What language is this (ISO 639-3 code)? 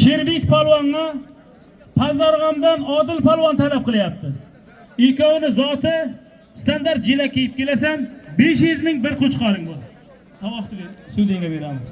uzb